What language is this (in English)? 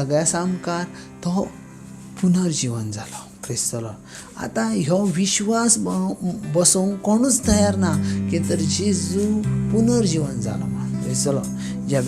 Konkani